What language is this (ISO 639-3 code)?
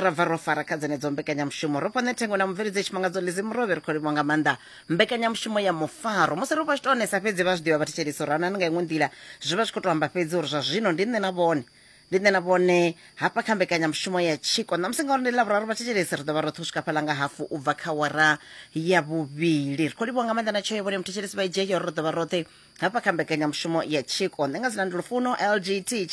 ven